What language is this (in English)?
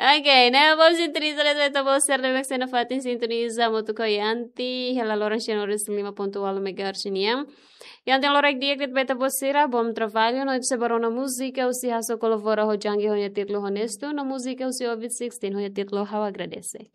Tetum